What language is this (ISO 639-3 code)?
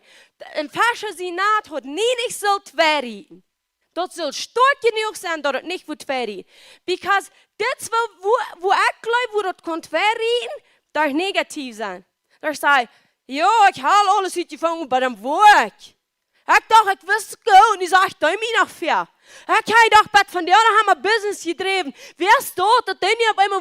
pdt